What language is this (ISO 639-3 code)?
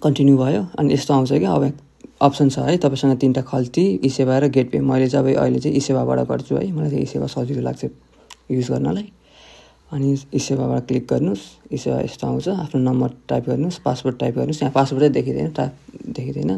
nep